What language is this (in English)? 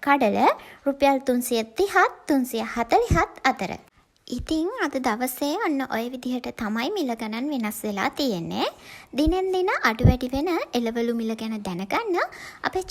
Sinhala